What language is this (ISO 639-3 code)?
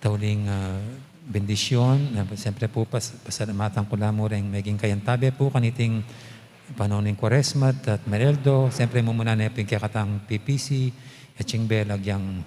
pam